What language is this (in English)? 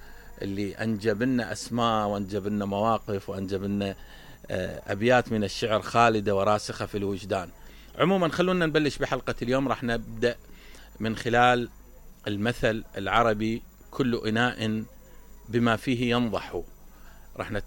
Mesopotamian Arabic